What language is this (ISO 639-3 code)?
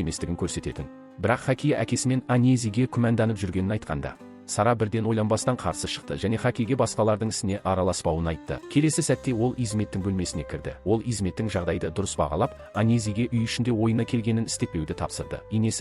kaz